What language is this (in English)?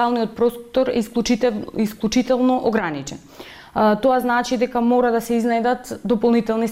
Macedonian